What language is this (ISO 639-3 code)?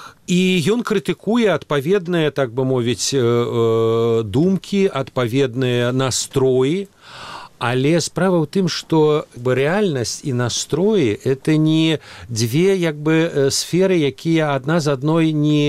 bel